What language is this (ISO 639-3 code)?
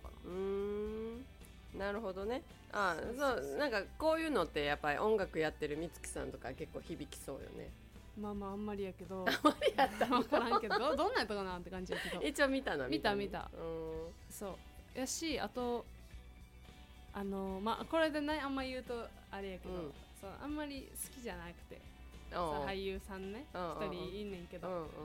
jpn